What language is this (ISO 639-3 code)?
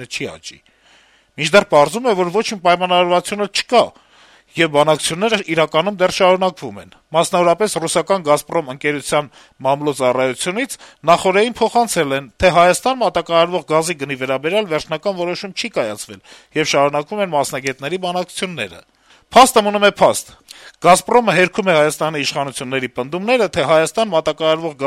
hye